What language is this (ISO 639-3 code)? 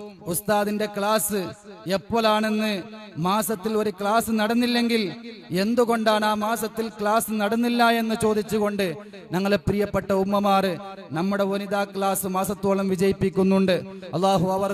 mal